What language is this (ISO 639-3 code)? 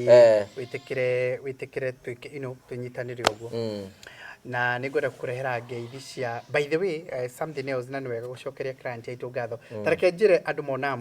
kik